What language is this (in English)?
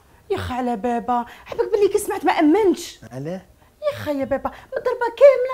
Algerian Arabic